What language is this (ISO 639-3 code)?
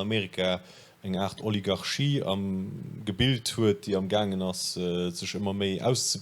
ltz